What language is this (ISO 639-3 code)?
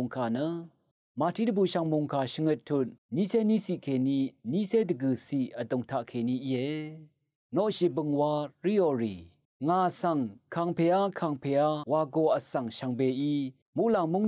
raw